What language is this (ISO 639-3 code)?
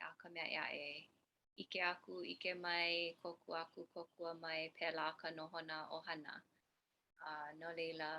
haw